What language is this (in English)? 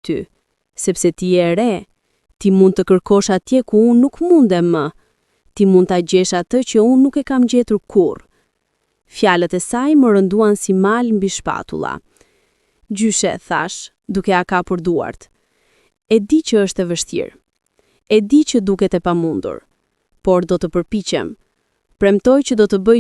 Albanian